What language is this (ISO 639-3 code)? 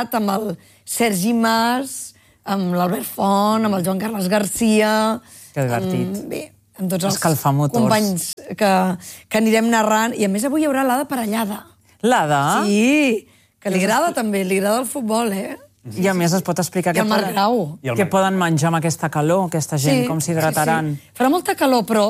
cat